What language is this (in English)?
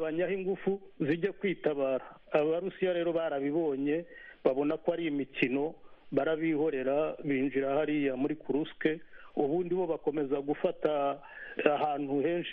Kinyarwanda